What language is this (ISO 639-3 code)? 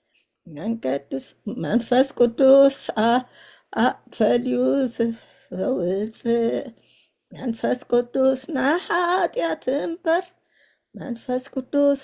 tir